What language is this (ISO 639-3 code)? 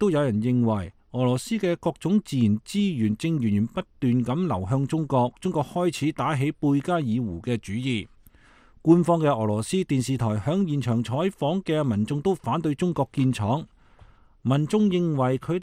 yue